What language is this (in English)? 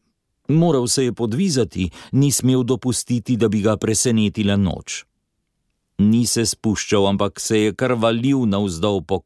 Slovenian